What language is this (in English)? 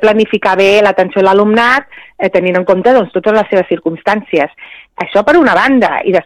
Catalan